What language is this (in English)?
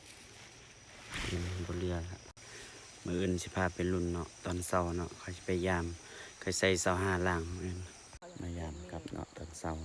Lao